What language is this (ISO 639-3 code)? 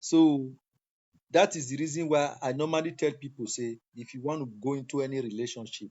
pcm